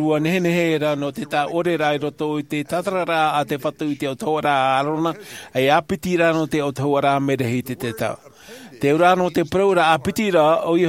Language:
Tahitian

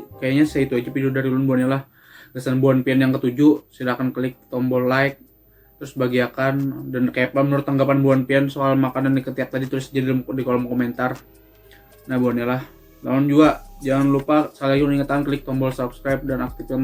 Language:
Banjar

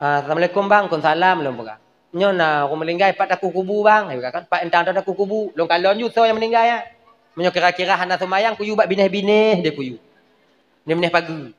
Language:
Achinese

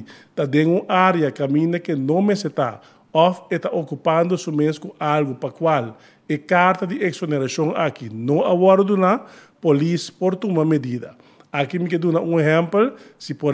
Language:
Papiamento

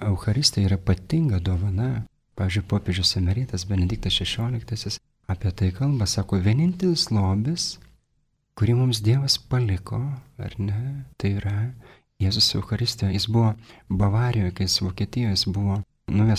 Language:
Lithuanian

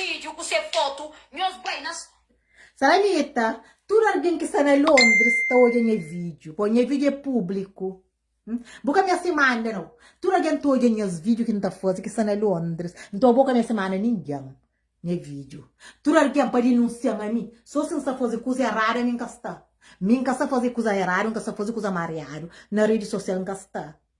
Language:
Kabuverdianu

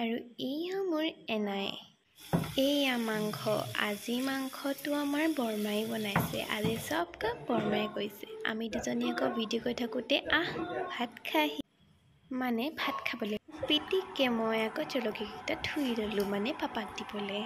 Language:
Assamese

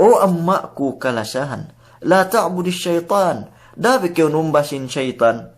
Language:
Yakan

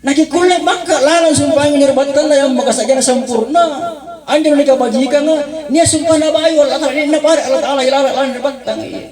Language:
Makasar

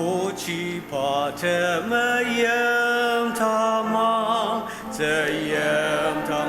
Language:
Ao Naga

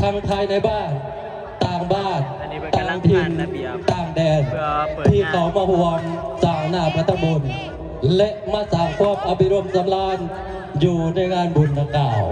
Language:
Northeastern Thai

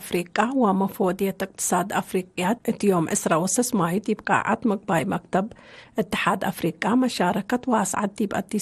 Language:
Tigre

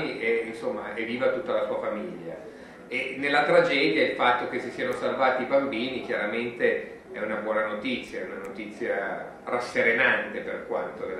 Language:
Italian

